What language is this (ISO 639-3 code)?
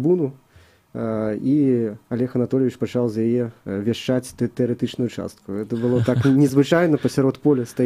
bel